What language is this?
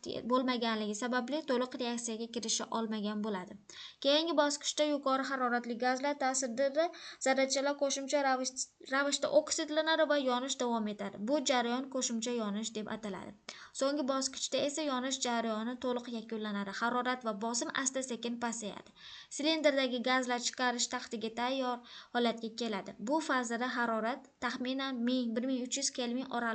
Uzbek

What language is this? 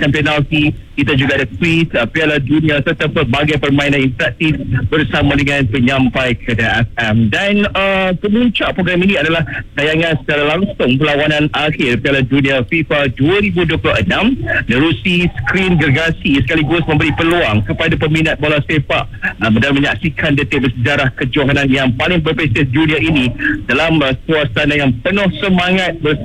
Malay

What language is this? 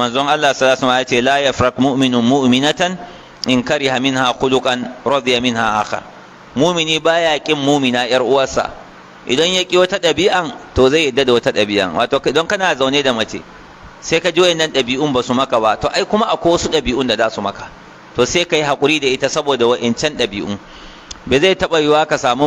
Hausa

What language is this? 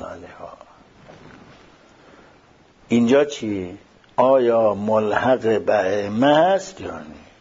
Persian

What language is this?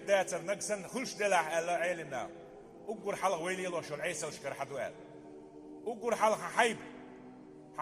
Chechen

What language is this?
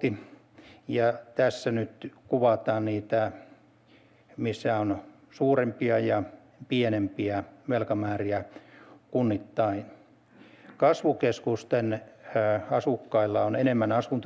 Finnish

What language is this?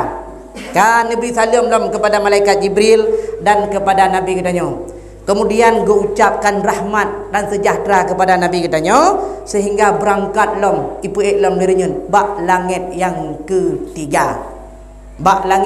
Achinese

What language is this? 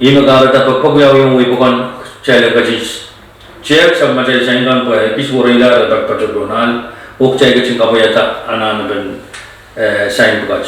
Pohnpeian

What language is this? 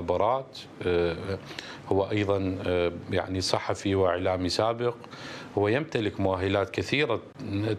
Mesopotamian Arabic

